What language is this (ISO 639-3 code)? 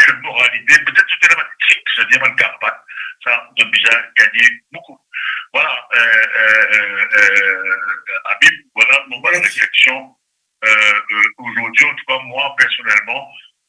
mfe